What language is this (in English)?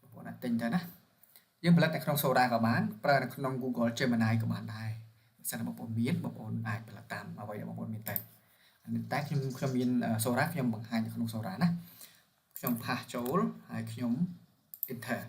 Khmer